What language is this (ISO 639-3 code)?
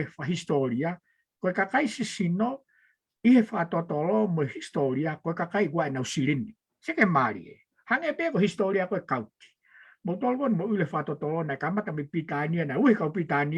ton